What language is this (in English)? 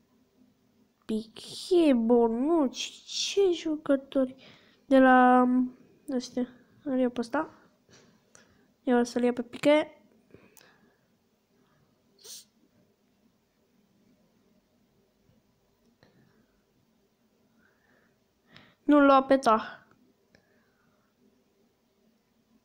Romanian